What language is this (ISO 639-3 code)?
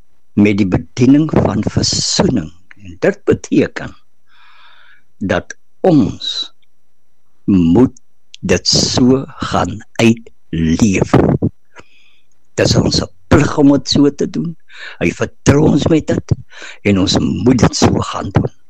afr